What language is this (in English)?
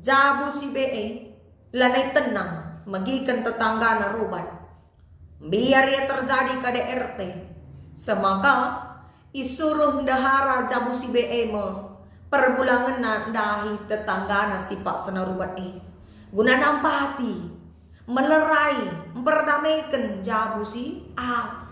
Batak Karo